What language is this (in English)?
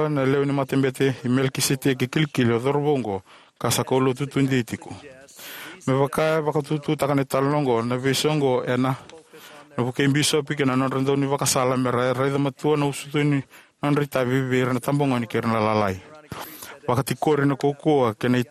Fijian